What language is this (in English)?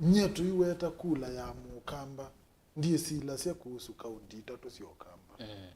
Kamba